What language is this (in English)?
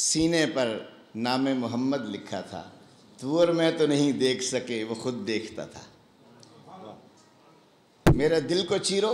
Urdu